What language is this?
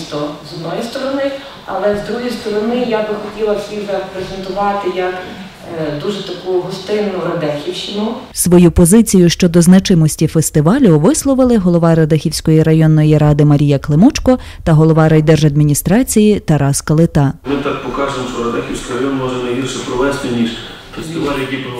Ukrainian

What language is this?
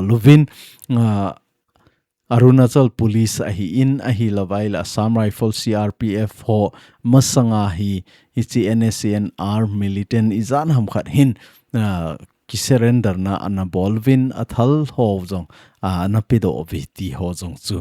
Thado Chin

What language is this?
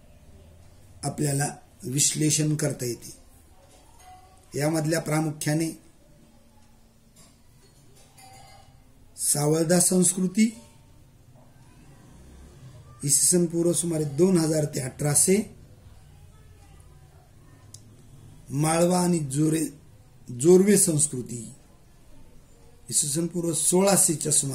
Marathi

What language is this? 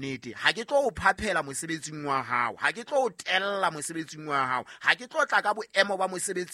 Southern Sotho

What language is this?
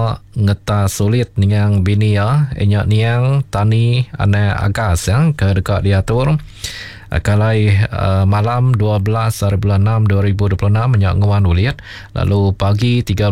Iban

